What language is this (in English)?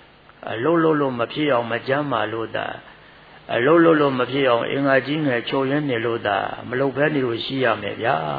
Burmese